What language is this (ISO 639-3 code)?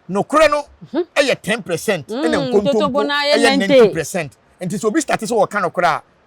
aka